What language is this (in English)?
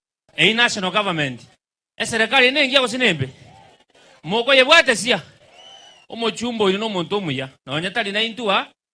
Gusii